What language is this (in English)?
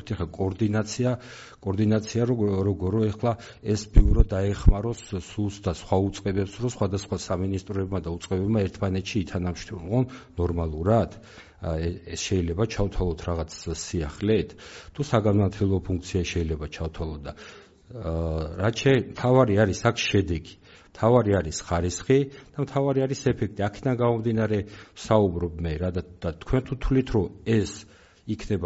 Georgian